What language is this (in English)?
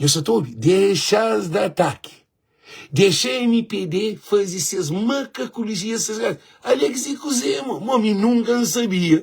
Kabuverdianu